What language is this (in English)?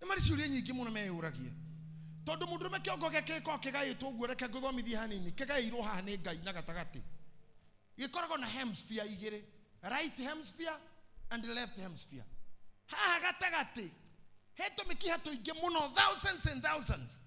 Kikuyu